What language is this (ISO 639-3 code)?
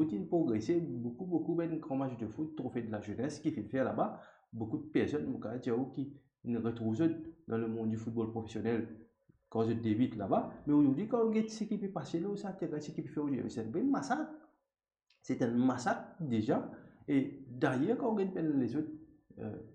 mfe